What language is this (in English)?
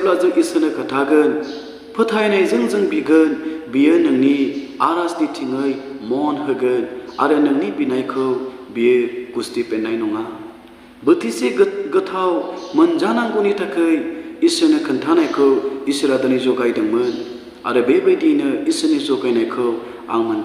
Bodo